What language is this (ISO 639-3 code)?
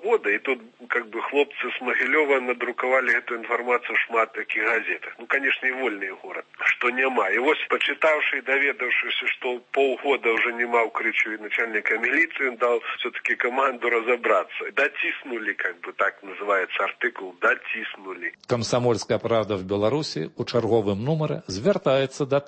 bel